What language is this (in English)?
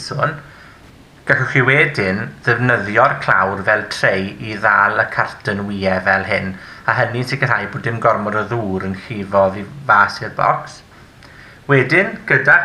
Welsh